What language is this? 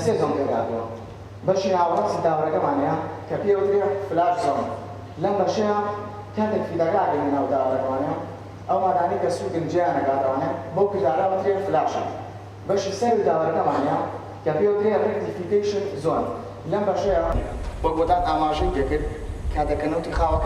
Central Kurdish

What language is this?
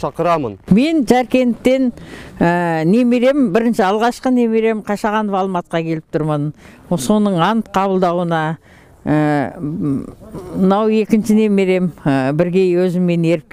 Kyrgyz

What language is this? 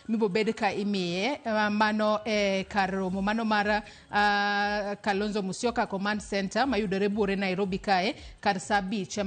Luo (Kenya and Tanzania)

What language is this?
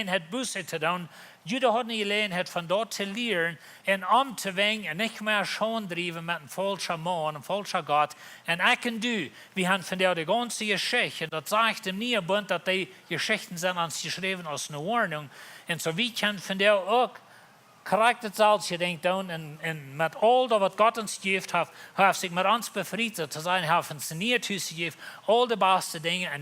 Plautdietsch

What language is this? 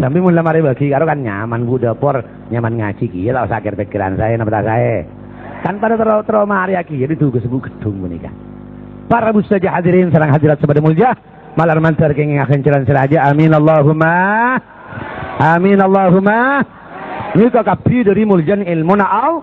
Madurese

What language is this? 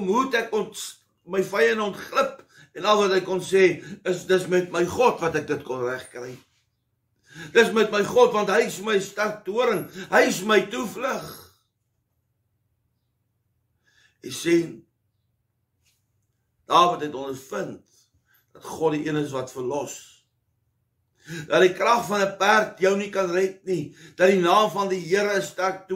Afrikaans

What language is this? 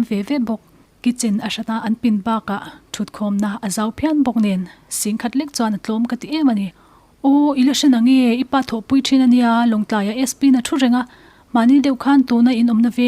Mizo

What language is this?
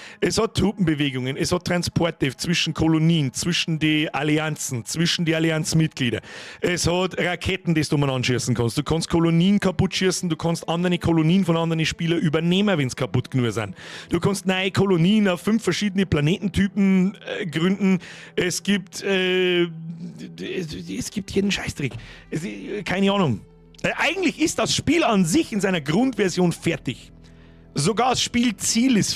Bavarian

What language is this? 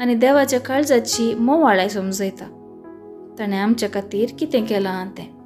Konkani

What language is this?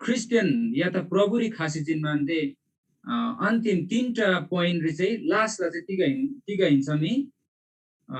Eastern Tamang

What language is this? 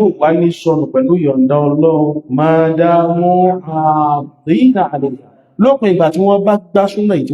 Yoruba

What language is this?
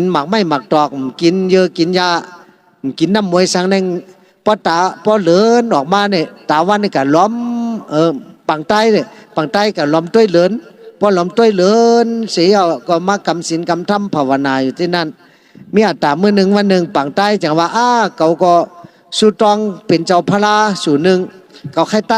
Shan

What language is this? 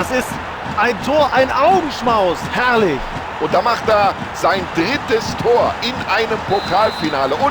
Bavarian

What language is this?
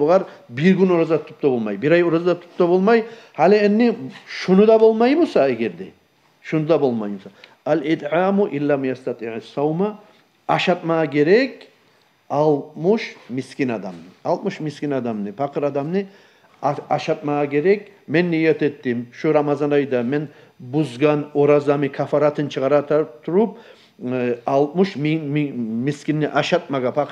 Kumyk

